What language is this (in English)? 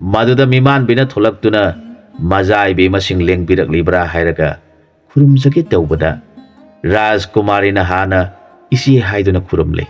Manipuri